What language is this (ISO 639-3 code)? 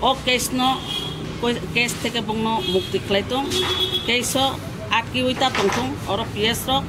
trp